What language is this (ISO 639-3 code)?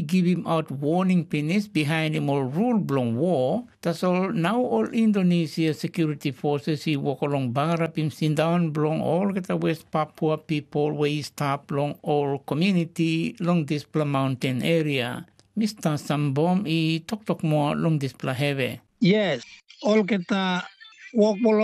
tpi